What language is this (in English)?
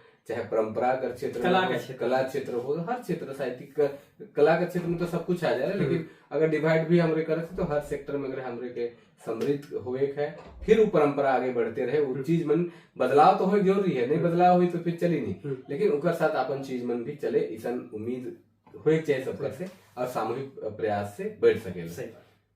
Sadri